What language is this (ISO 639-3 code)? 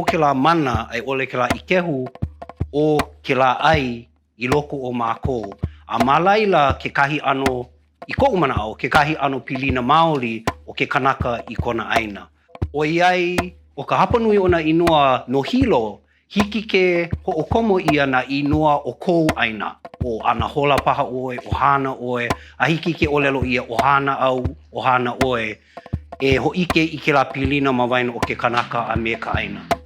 haw